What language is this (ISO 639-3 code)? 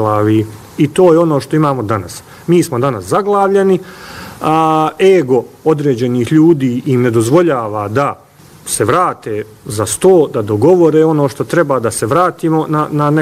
bos